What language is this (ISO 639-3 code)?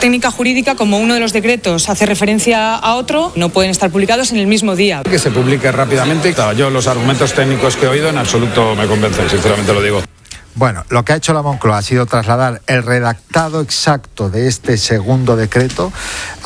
spa